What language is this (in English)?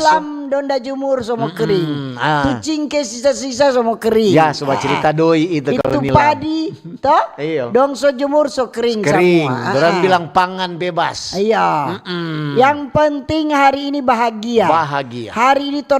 Manado Malay